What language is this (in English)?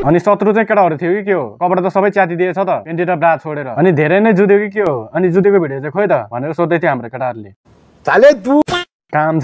Nepali